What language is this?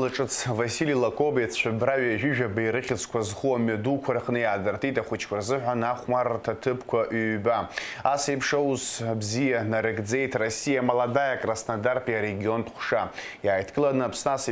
Abkhazian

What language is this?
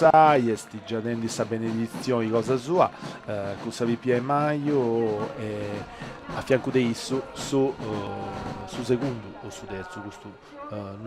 Sardinian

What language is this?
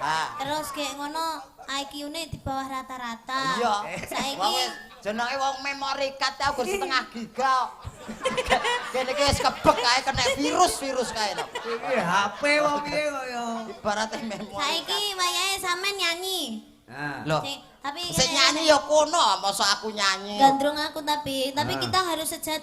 Javanese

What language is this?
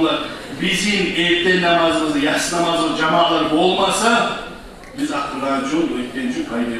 Kumyk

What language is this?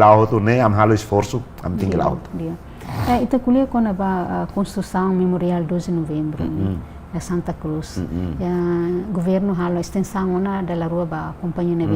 Tetum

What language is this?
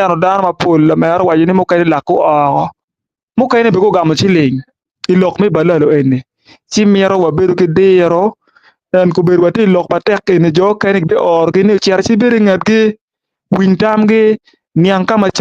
Acoli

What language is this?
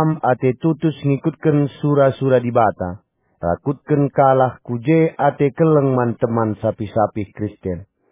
Batak Karo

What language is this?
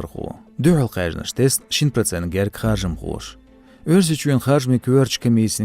Chechen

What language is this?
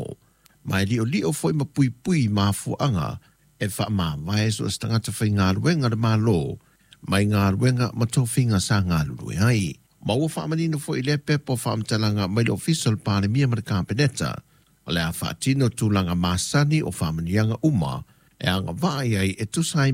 Samoan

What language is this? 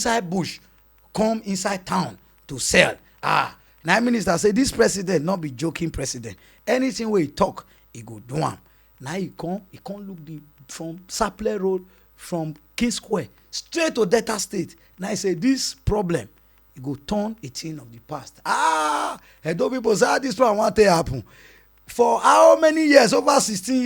Nigerian Pidgin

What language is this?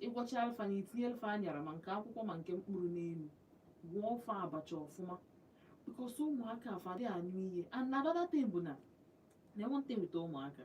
Igbo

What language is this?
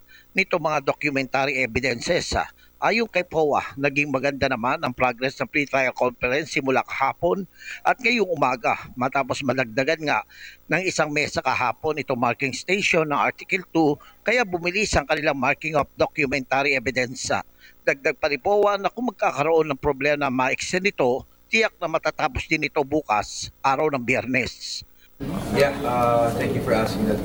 Filipino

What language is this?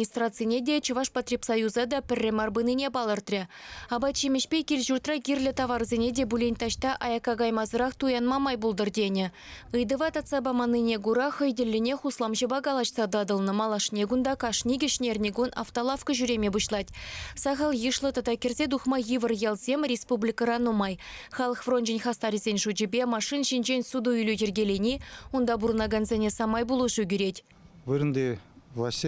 Chuvash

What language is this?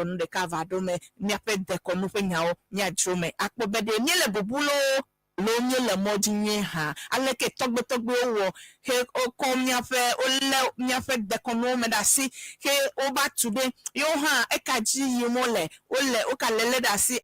Ewe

